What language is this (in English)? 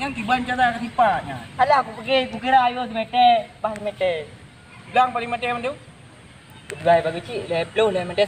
Achinese